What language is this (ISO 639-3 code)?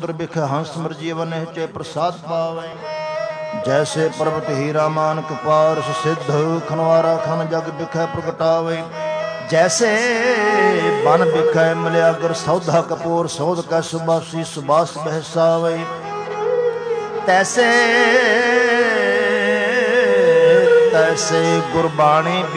pan